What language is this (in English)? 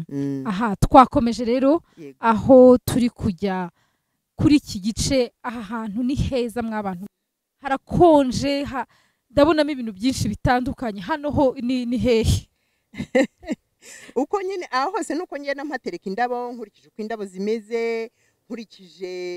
Kinyarwanda